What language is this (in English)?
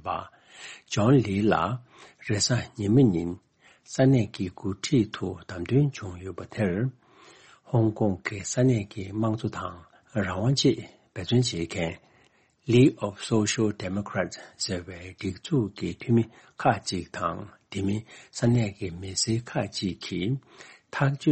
Tibetan